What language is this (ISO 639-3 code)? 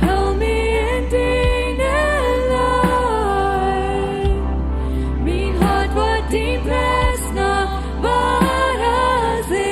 pdt